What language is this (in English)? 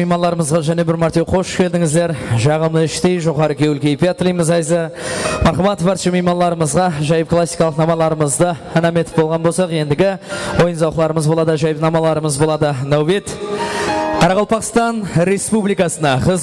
Kara-Kalpak